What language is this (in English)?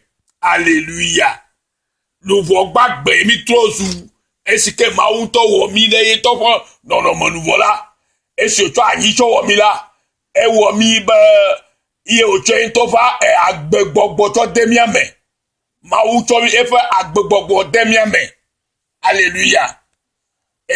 Ewe